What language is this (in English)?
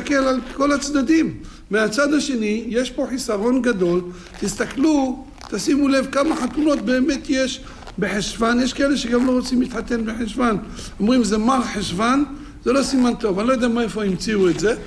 Hebrew